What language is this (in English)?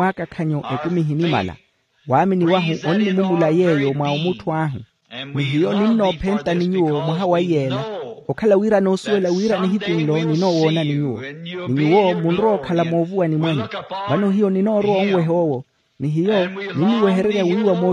Makhuwa